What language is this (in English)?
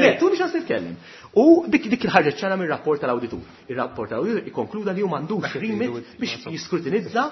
Maltese